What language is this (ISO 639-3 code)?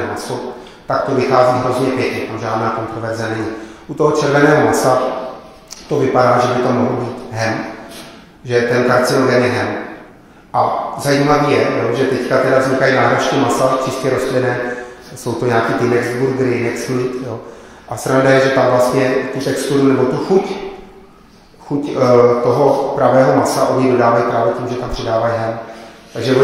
ces